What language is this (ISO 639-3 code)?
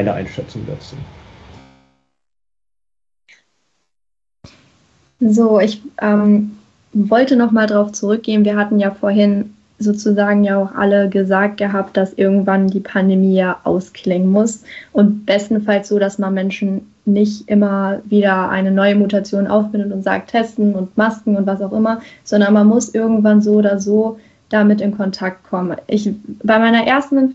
deu